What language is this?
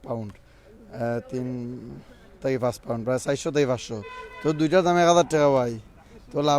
Sylheti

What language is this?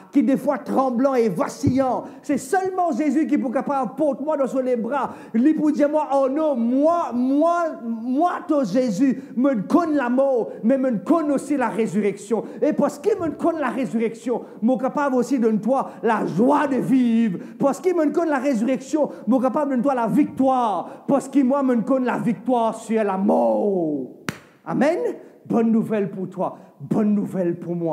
Morisyen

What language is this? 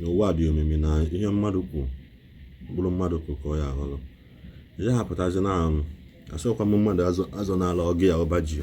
Igbo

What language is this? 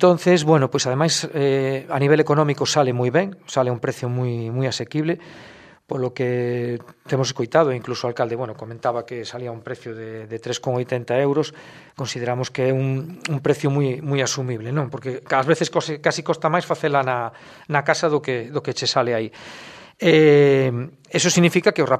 Galician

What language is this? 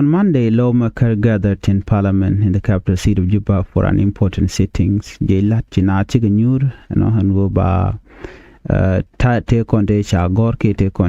Nuer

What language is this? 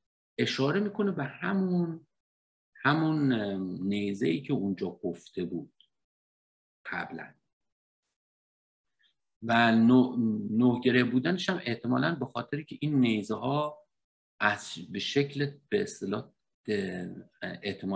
Persian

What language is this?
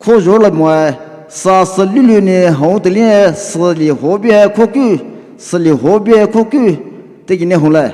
Poumei Naga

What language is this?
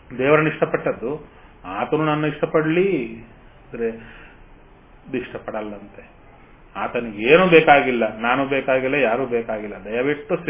Kannada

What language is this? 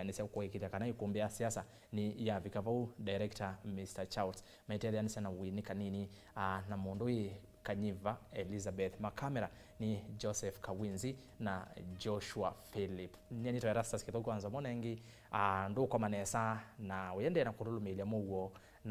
Kamba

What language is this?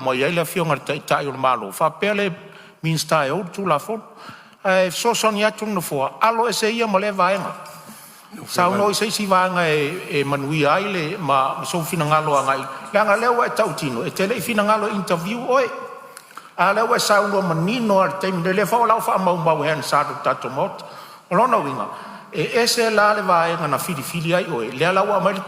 Samoan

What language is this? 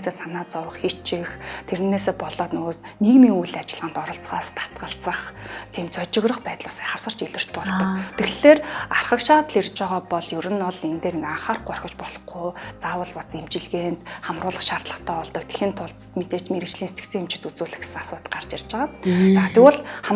Mongolian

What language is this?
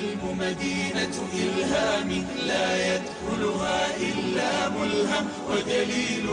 Somali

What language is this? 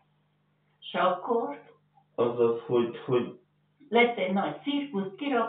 Hungarian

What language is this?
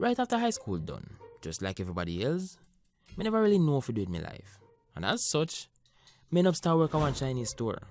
Jamaican Creole English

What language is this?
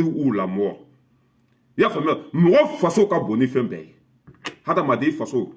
Bambara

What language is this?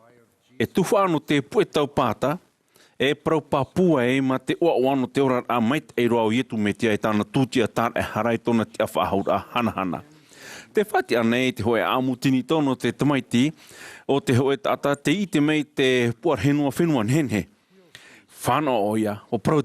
Tahitian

